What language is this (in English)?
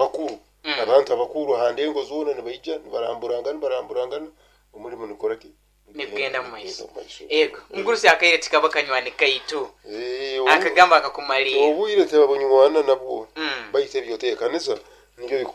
Nyoro